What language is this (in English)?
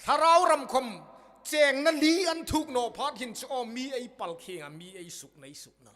Hmar